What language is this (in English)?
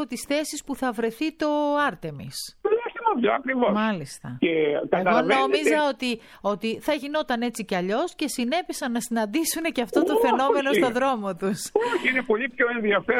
Greek